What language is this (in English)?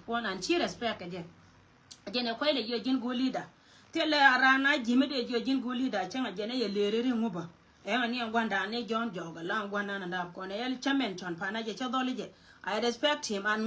Nuer